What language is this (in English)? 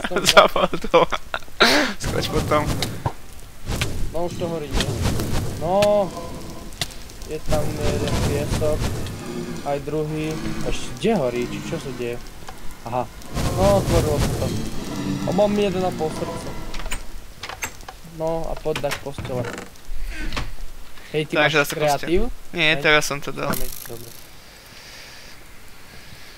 Slovak